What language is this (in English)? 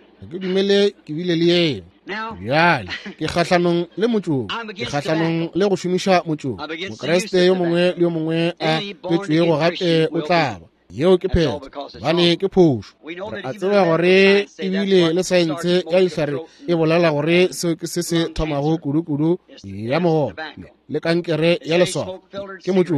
Northern Sotho